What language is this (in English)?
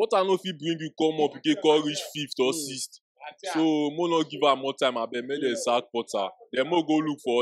Nigerian Pidgin